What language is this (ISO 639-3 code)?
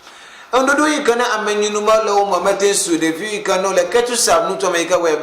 ewe